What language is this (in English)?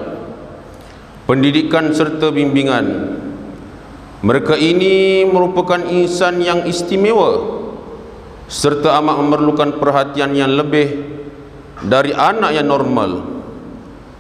Malay